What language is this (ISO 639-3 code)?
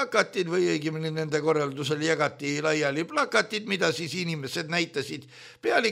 est